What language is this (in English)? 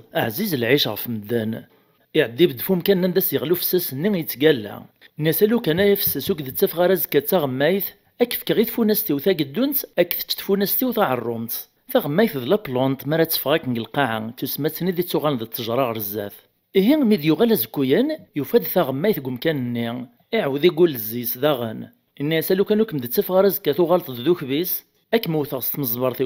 Kabyle